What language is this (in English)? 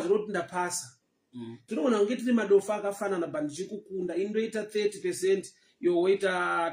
Shona